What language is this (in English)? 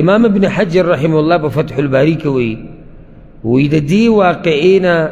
Pashto